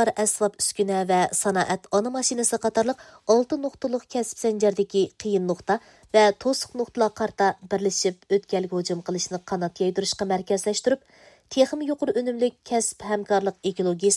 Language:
Uyghur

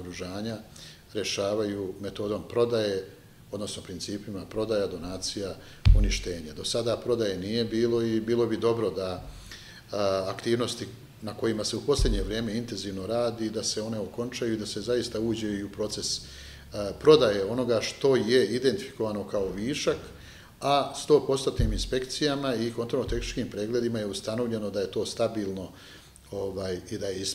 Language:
Bosnian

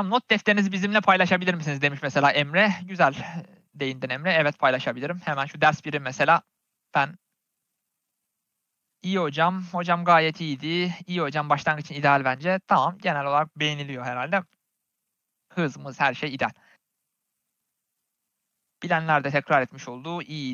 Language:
Turkish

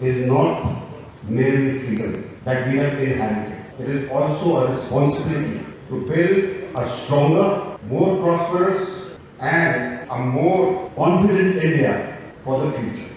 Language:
Mizo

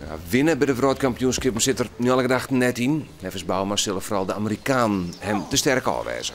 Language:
Western Frisian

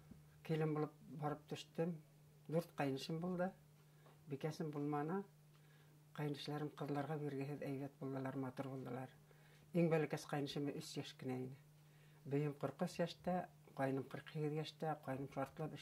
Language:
Bashkir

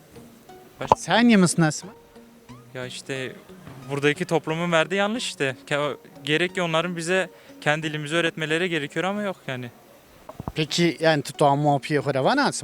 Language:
Zaza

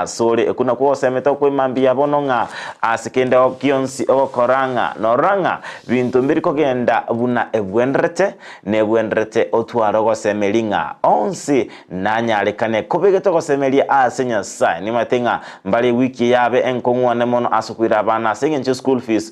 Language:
Gusii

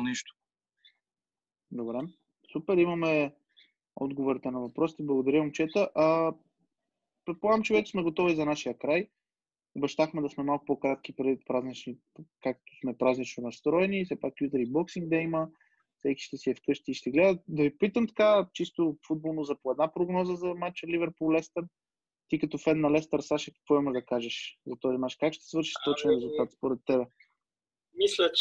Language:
Bulgarian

